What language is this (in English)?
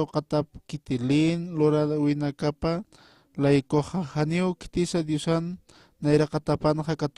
Aymara